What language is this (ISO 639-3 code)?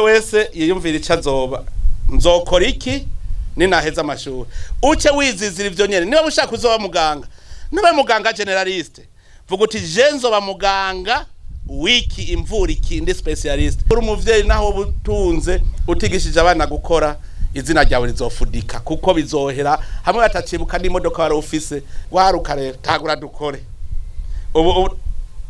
run